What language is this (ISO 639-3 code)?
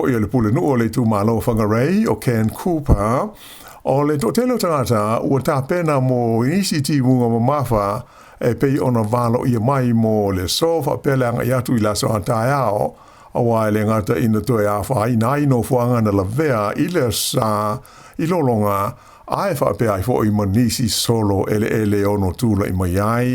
smo